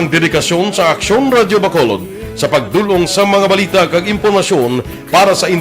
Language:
Hiligaynon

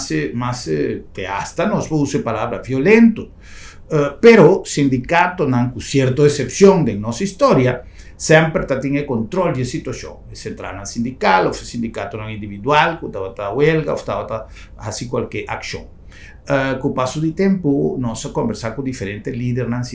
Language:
Papiamento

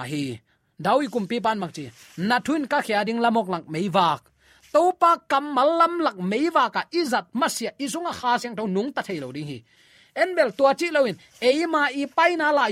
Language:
Tedim Chin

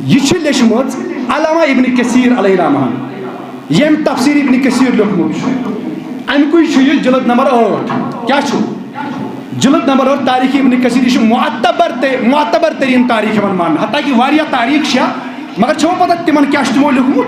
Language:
Kashmiri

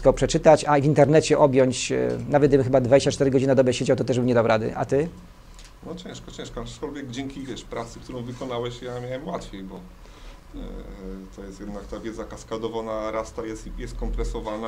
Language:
Polish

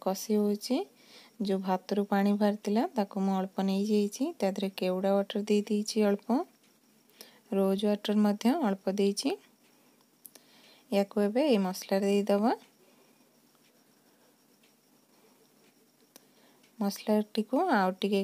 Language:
Odia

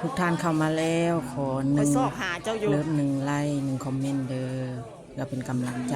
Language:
Lao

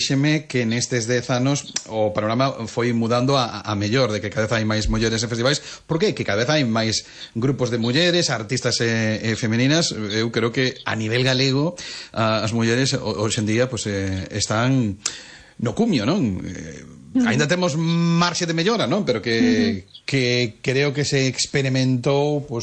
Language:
Galician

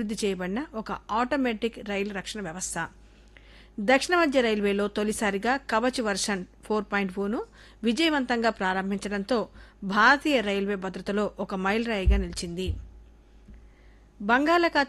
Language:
Telugu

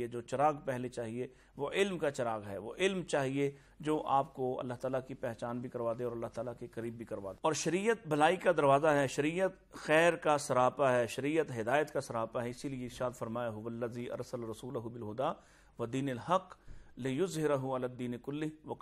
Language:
Urdu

